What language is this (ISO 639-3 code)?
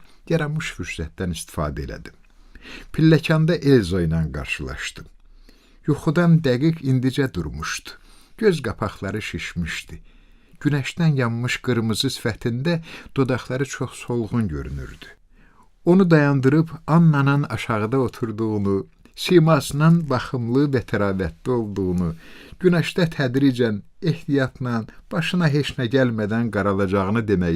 aze